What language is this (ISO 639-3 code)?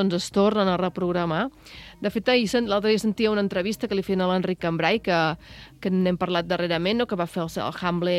cat